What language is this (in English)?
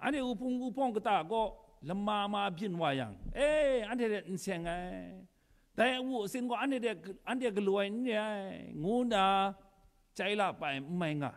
Kachin